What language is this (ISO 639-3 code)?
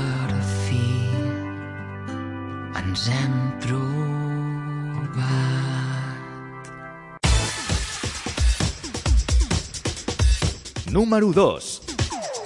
cat